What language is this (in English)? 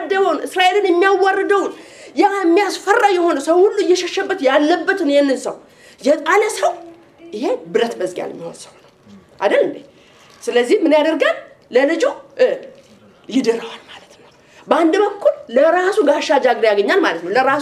Amharic